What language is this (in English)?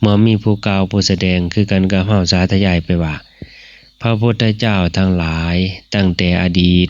Northeastern Thai